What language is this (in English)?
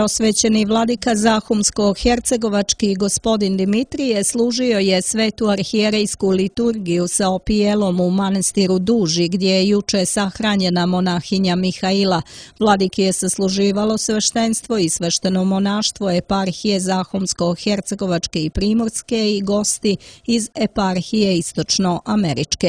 Croatian